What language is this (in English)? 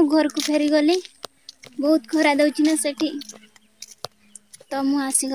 Odia